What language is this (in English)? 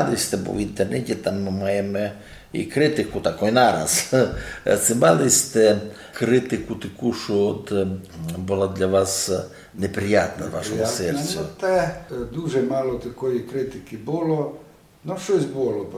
Rusyn